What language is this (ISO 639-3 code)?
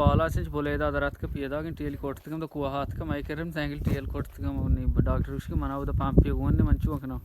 bal